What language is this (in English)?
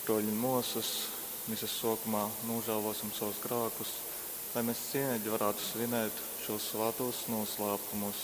Latgalian